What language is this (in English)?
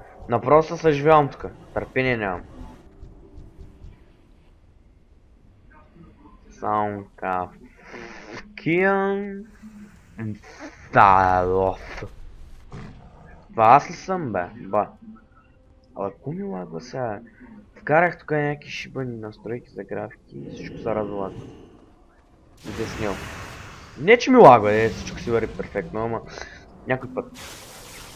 Bulgarian